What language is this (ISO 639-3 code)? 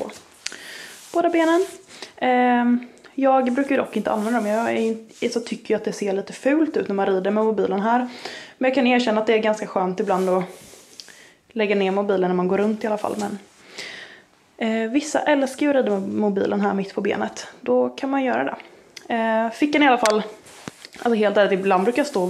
swe